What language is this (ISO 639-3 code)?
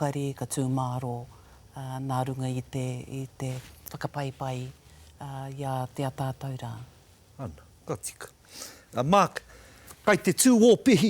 mri